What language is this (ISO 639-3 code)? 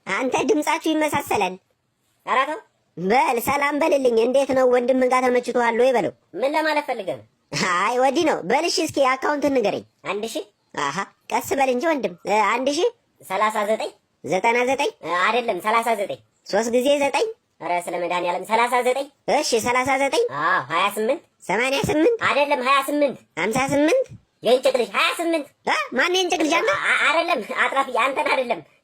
amh